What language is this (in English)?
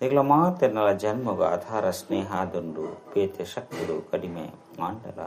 Tulu